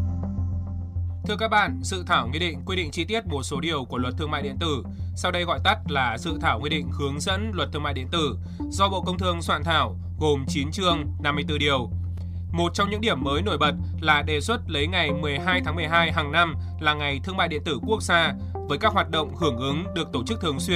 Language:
Vietnamese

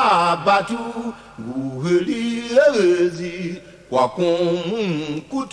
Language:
Tiv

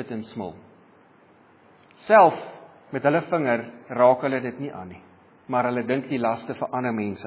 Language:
Afrikaans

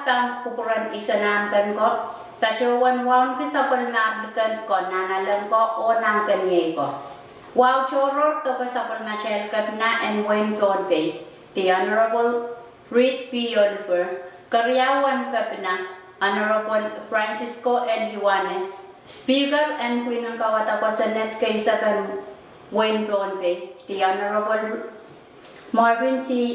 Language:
Pohnpeian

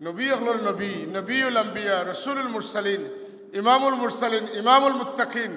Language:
Sylheti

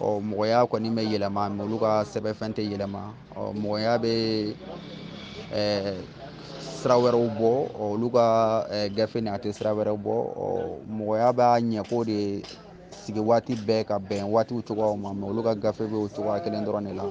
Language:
Bambara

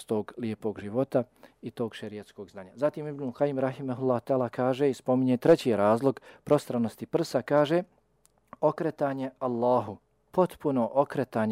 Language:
Bosnian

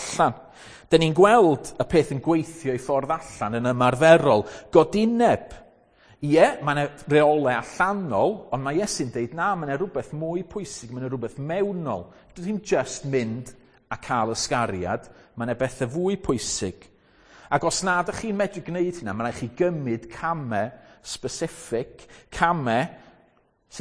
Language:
Welsh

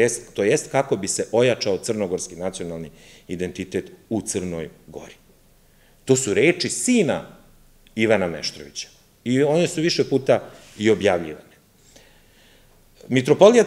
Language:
Serbian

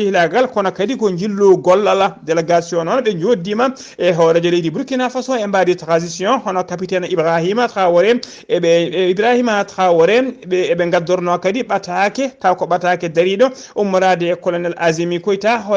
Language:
Fula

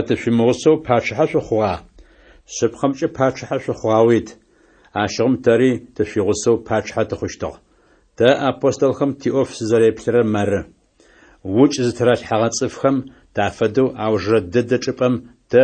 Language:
Adyghe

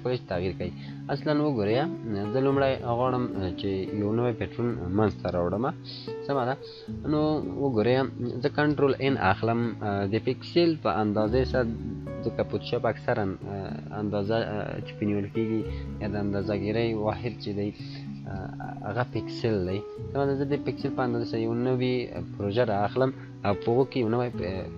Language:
Pashto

